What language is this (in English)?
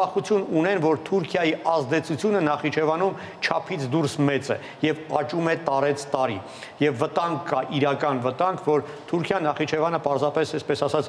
Armenian